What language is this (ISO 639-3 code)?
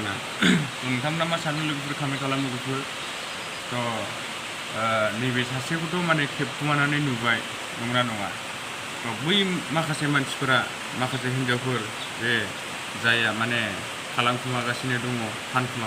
brx